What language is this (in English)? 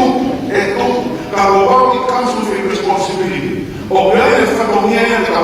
Tongan